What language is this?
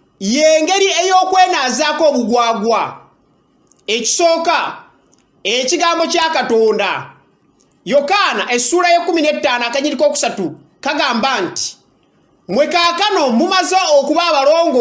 Ganda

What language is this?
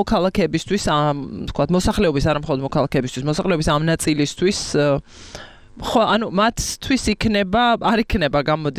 Georgian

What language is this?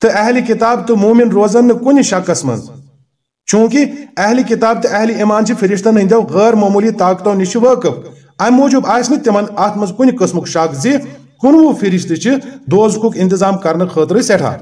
Kashmiri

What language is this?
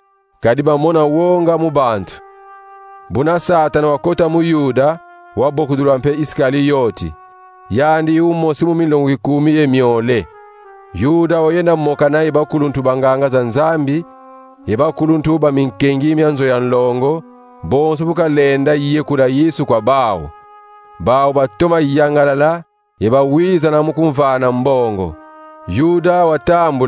Kongo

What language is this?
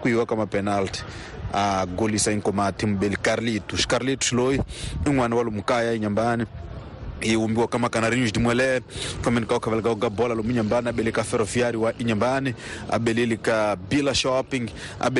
Tsonga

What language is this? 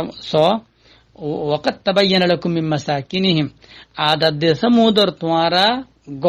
Rohingya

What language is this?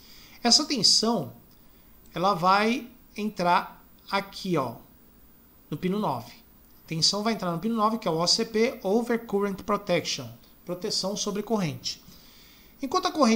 Portuguese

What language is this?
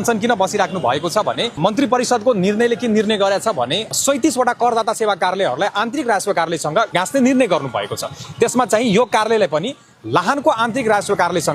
Nepali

